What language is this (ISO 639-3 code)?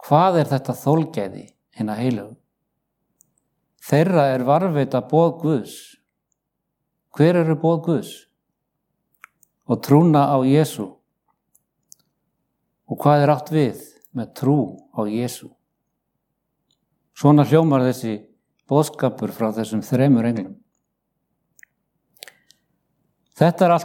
isl